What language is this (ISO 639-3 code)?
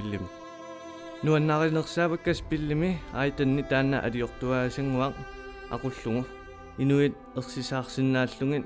kal